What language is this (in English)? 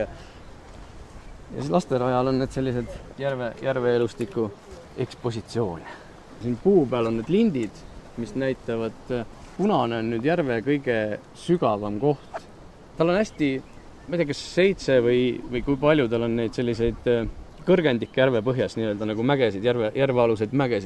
Estonian